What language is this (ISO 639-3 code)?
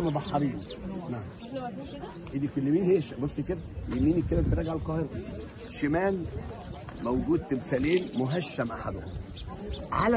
arz